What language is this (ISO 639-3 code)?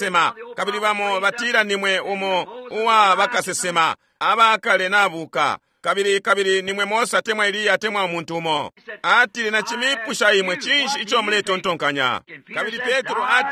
bem